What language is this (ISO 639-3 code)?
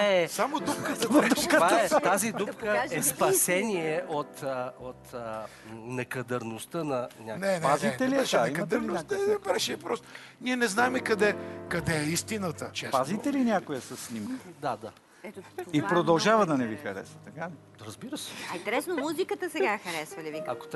bul